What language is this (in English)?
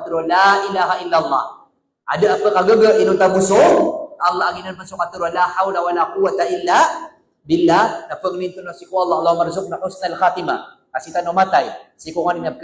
Maranao